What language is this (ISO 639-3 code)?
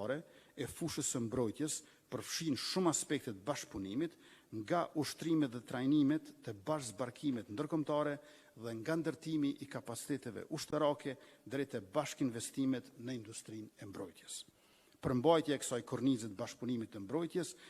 sqi